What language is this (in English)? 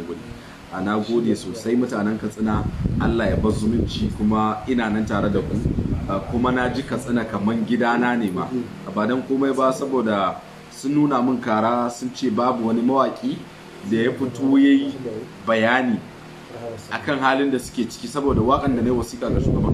Hausa